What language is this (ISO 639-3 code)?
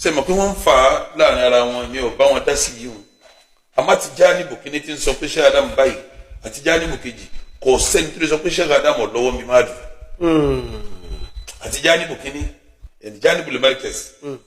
yor